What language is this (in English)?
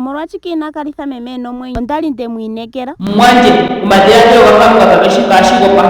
Ndonga